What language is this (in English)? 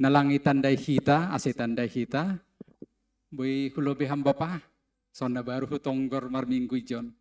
Batak Simalungun